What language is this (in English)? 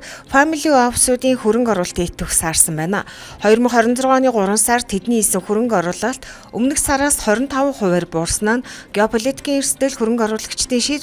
Mongolian